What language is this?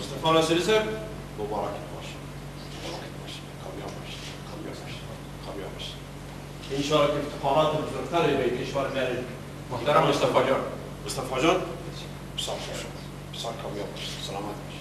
Persian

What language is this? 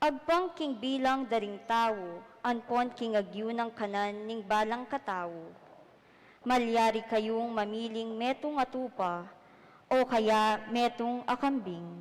Pampanga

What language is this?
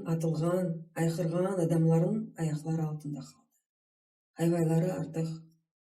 Crimean Tatar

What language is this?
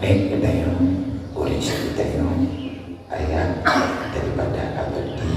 Achinese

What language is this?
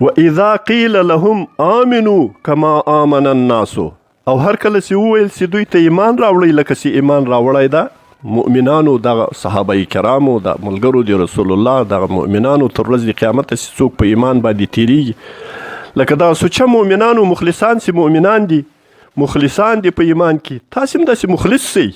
Pashto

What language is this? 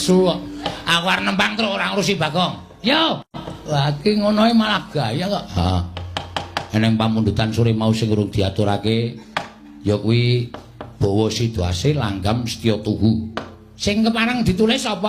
Javanese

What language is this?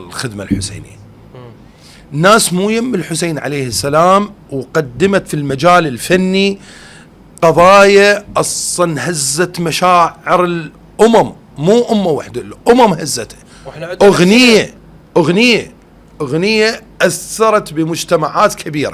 Mesopotamian Arabic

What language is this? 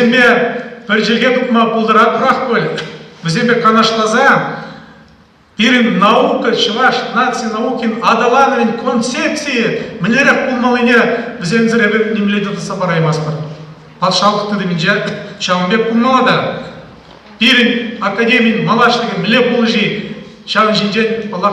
Chuvash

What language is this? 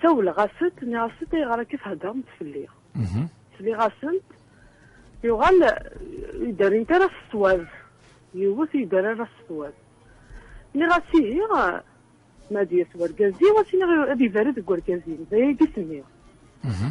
Kabyle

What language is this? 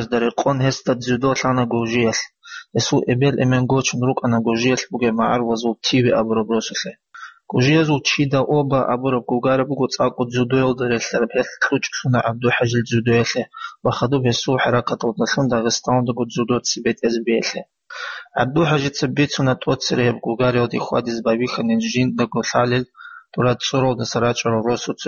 Avaric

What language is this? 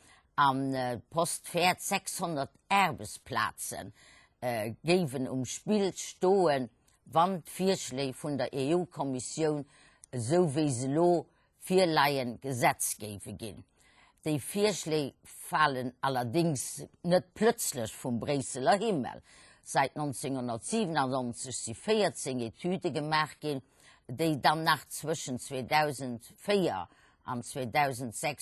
Luxembourgish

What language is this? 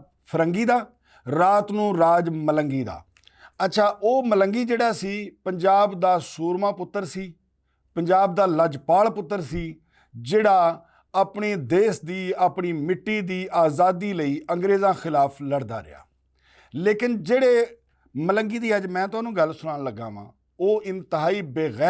Western Panjabi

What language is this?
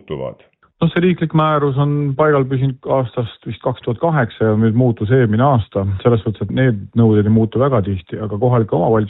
Estonian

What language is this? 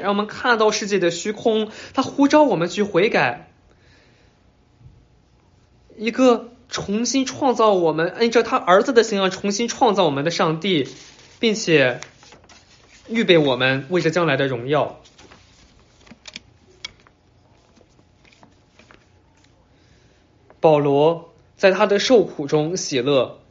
Chinese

